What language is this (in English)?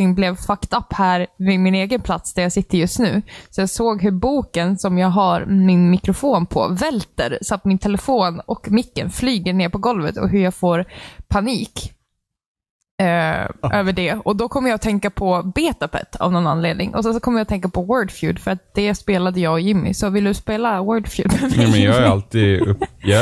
Swedish